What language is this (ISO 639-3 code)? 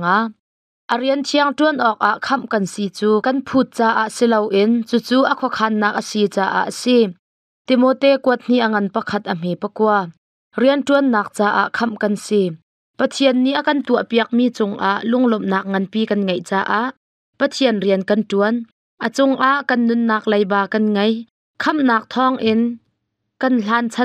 cnh